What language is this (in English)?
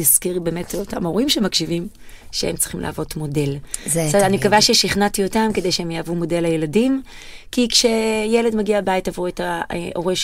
Hebrew